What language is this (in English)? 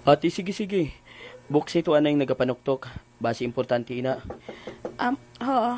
Hiligaynon